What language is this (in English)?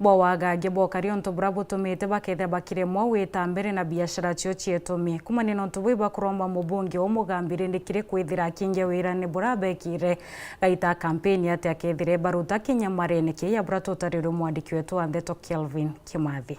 Meru